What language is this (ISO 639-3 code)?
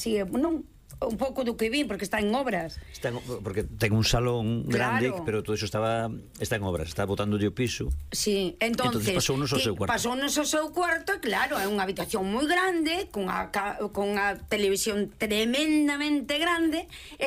glg